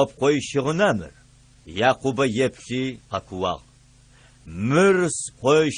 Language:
Adyghe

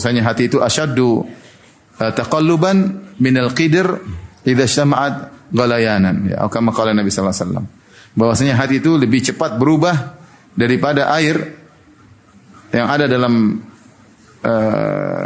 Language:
Indonesian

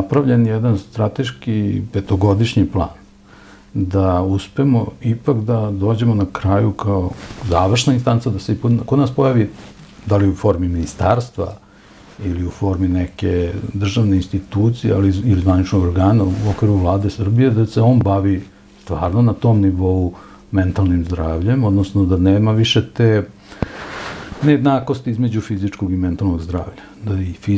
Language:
Serbian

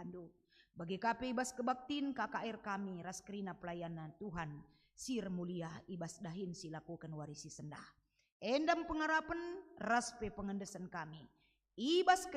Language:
Batak Karo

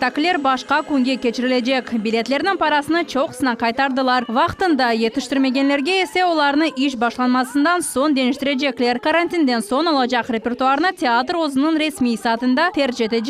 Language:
Crimean Tatar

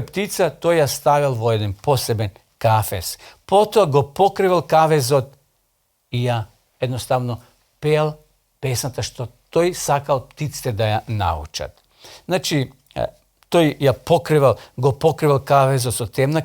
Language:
Macedonian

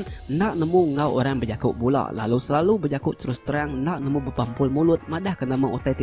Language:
Iban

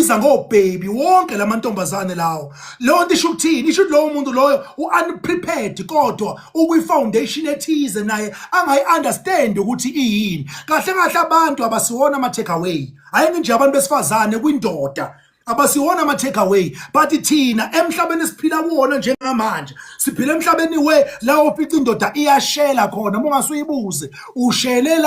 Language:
Zulu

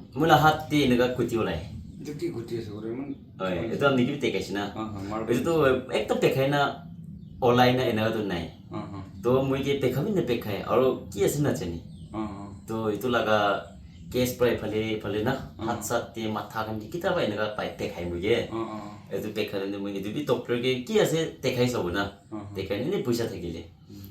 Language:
Naga Pidgin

